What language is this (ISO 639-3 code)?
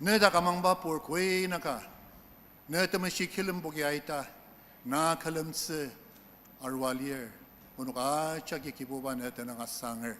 njo